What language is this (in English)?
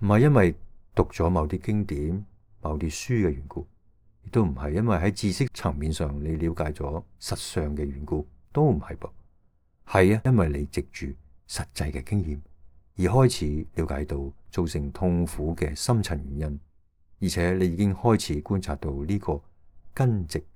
Cantonese